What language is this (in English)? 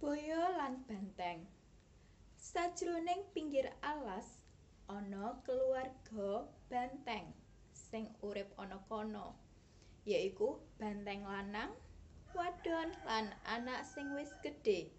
Javanese